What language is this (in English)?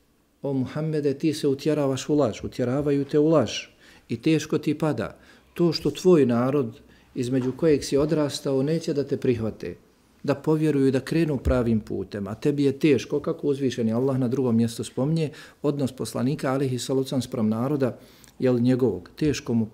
Bosnian